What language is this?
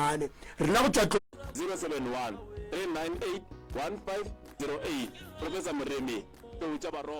Northern Sotho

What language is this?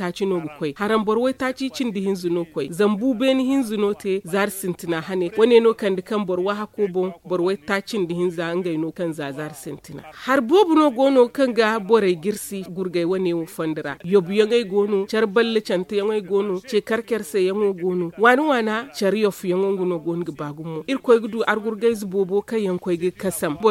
Zarma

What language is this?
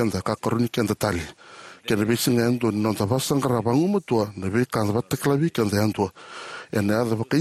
Fijian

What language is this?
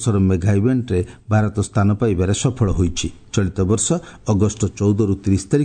Odia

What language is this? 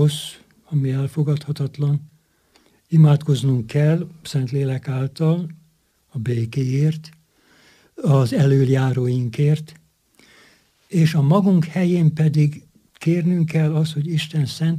Hungarian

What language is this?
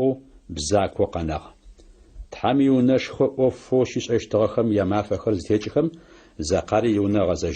Adyghe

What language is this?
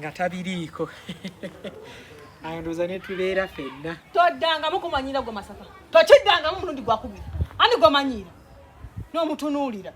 Ganda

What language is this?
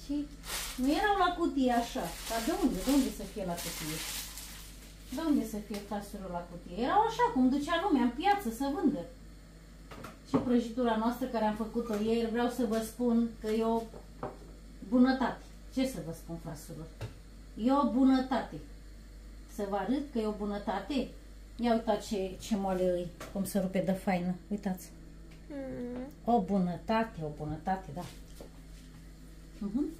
Romanian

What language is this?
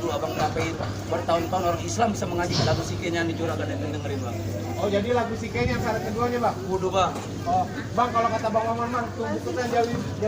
Betawi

